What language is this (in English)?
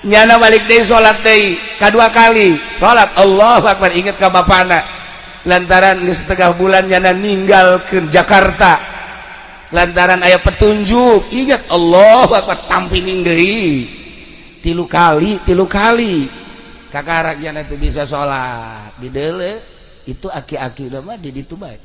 Sundanese